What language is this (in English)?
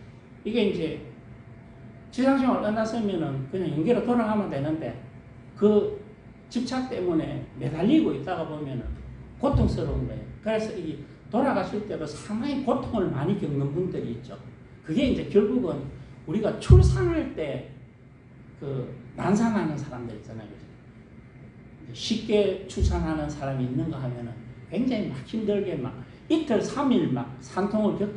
Korean